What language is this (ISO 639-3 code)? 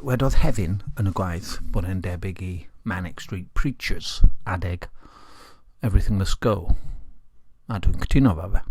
cym